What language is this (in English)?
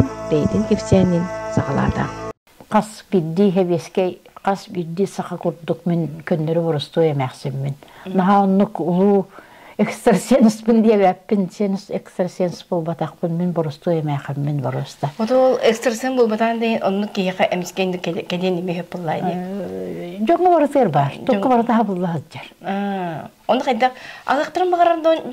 Yakut